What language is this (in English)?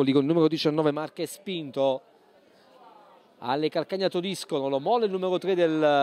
Italian